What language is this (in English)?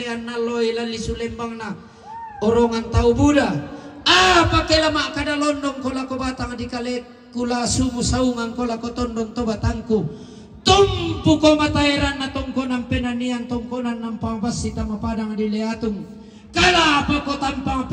Toraja-Sa'dan